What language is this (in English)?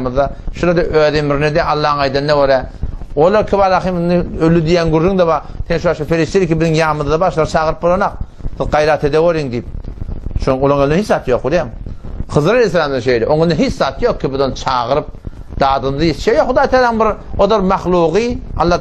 Turkmen